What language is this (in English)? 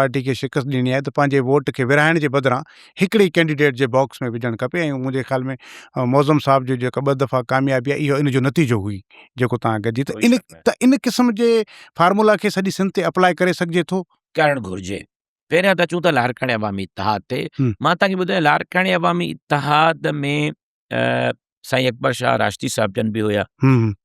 Sindhi